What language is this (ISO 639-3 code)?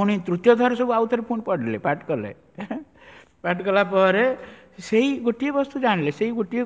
ori